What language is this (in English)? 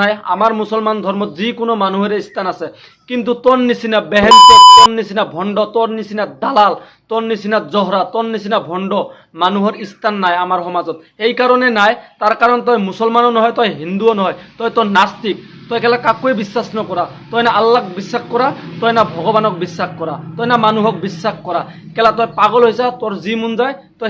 Assamese